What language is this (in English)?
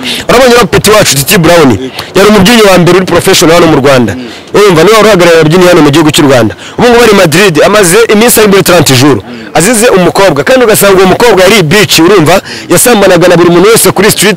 Kinyarwanda